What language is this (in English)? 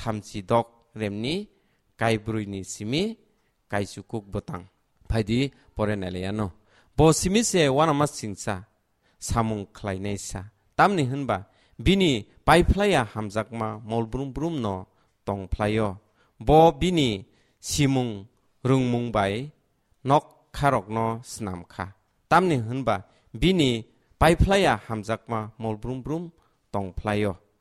Kok Borok